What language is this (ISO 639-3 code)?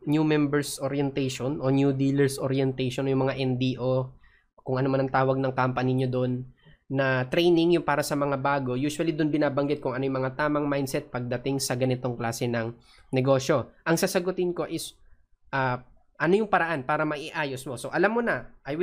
fil